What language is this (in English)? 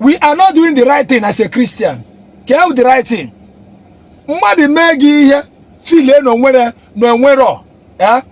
Igbo